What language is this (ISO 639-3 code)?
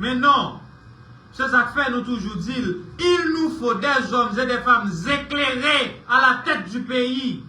hat